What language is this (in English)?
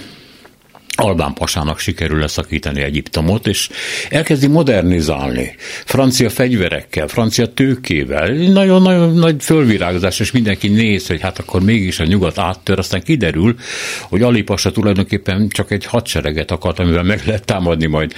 Hungarian